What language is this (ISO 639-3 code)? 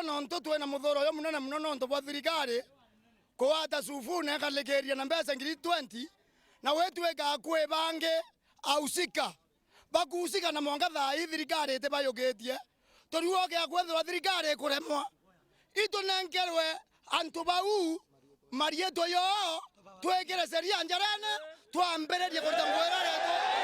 mer